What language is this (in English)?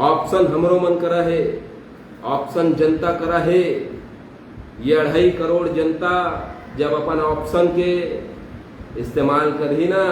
Chhattisgarhi